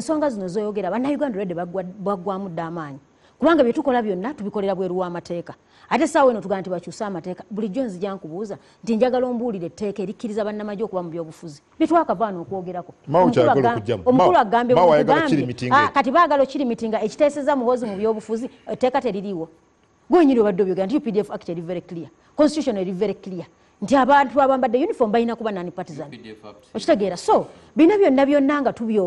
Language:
Ganda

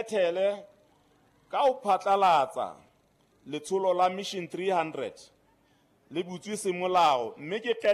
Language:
Southern Sotho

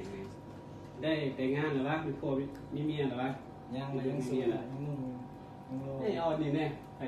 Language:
Lao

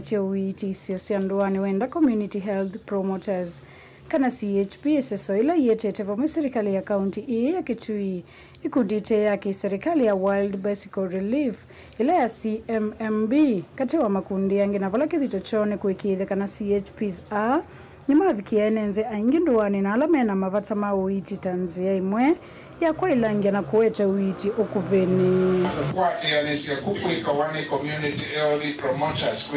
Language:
Kamba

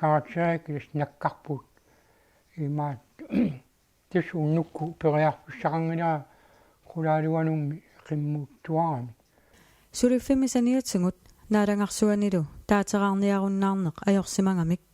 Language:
Kalaallisut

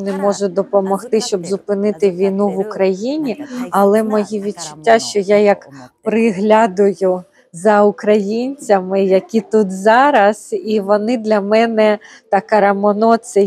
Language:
Ukrainian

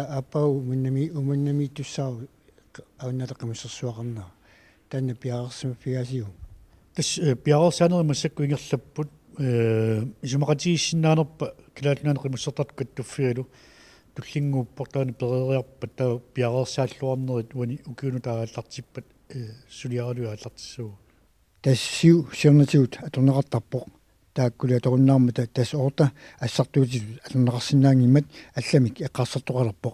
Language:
Kalaallisut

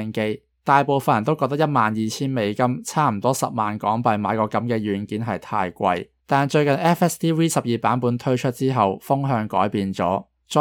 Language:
Cantonese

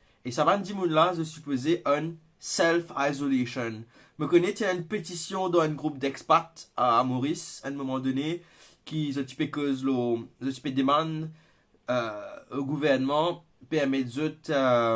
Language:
Morisyen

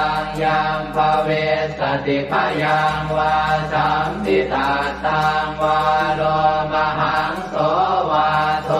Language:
Pali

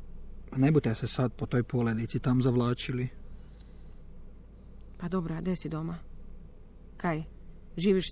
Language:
Croatian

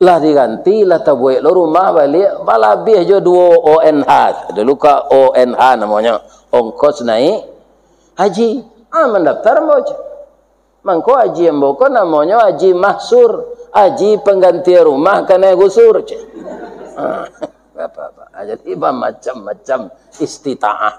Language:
Minangkabau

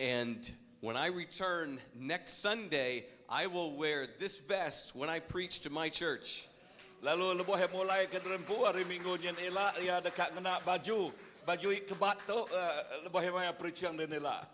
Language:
Iban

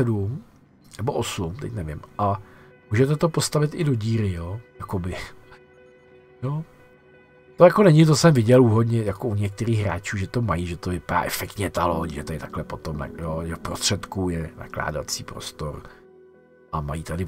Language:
Czech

